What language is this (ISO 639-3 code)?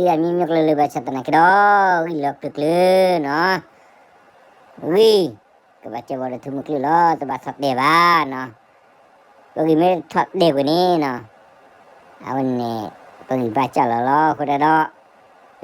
ksw